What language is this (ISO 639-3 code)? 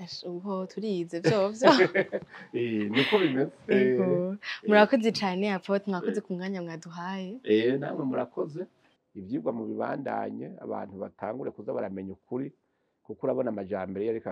run